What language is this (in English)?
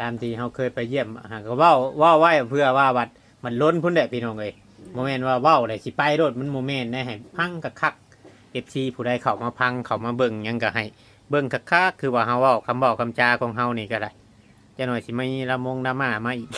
Northeastern Thai